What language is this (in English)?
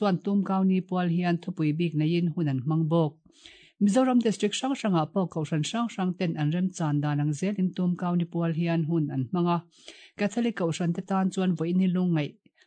Mizo